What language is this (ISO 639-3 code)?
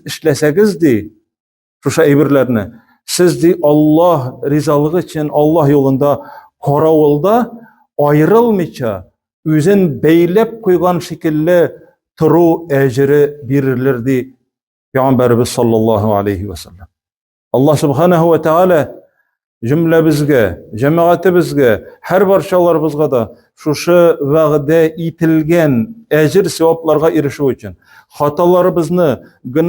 tat